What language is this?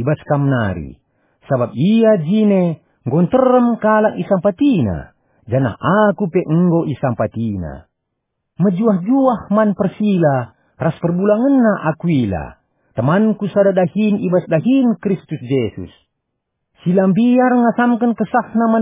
Batak Karo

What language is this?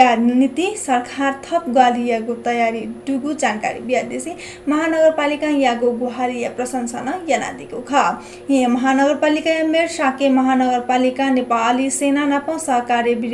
Newari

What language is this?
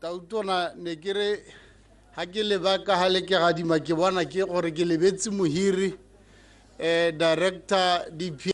Tswana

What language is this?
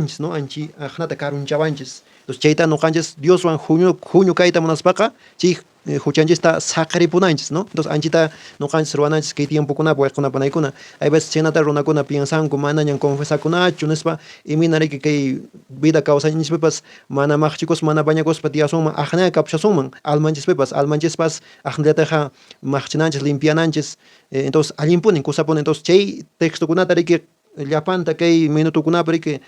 Quechua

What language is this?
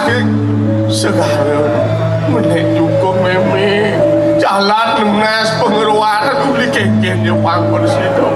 Balinese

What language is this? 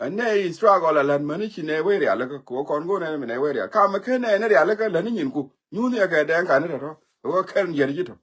Nuer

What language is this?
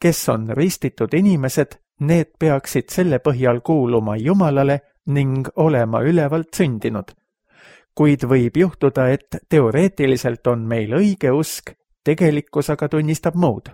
Estonian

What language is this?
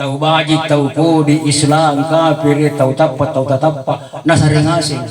Makasar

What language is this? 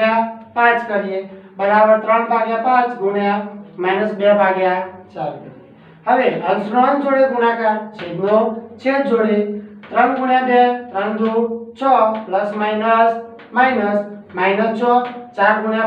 Gujarati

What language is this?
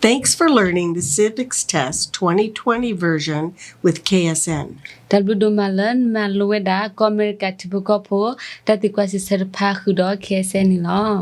S'gaw Karen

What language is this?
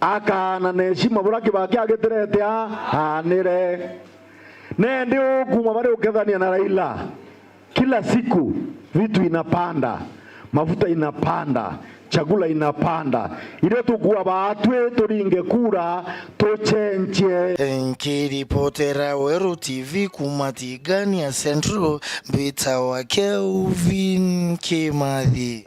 Meru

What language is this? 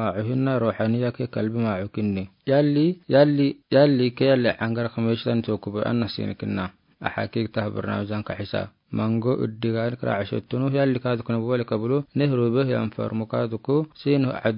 Afar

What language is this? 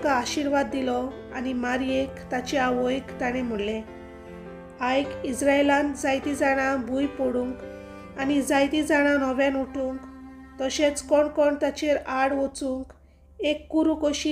Konkani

